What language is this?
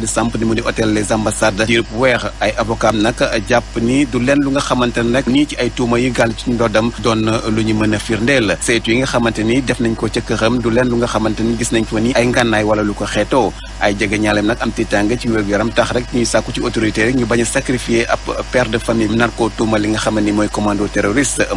Wolof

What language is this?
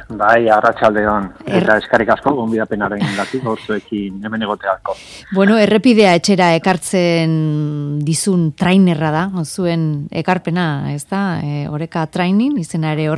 Basque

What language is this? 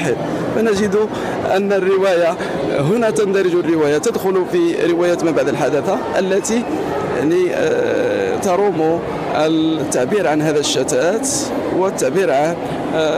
Tunisian Arabic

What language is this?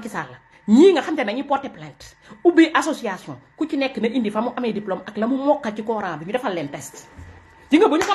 Wolof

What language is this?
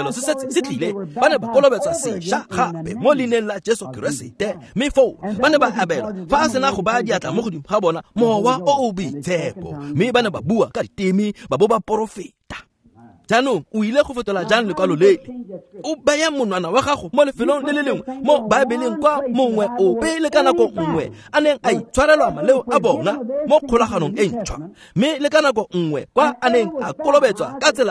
Tswana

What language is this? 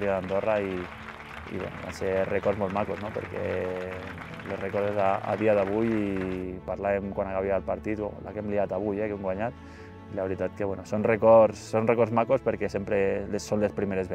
Catalan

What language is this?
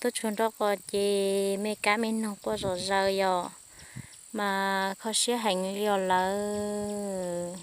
Hmong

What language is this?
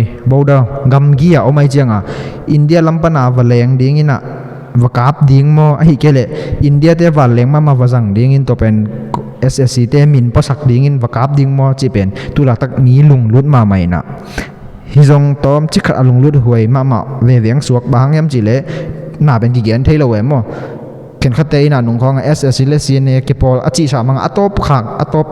Tedim Chin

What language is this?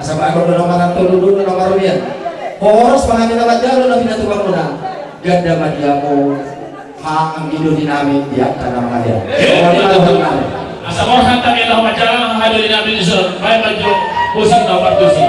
Batak Toba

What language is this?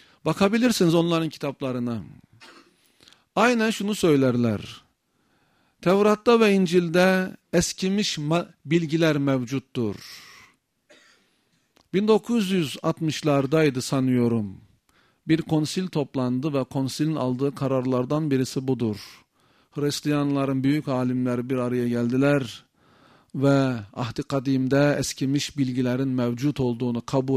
Turkish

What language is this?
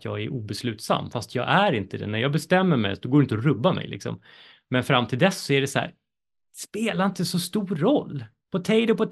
Swedish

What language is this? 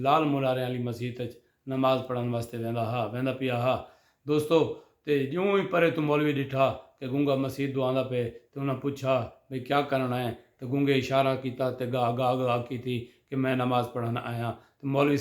Saraiki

